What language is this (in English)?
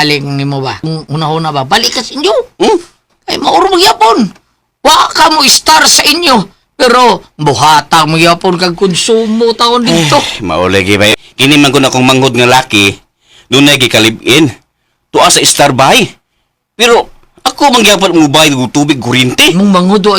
Cebuano